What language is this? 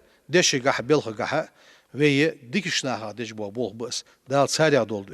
Ingush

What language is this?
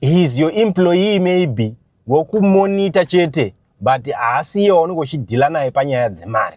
Shona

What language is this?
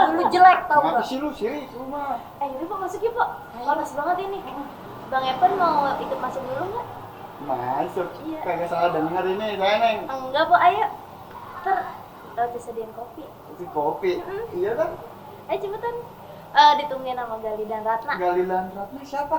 Betawi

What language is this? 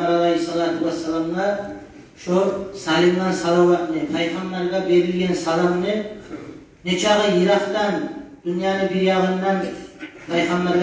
Kumyk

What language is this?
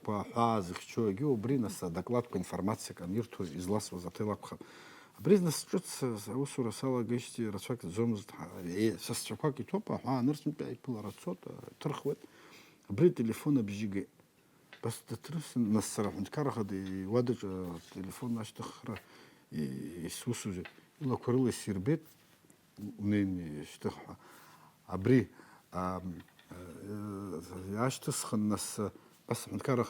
Abkhazian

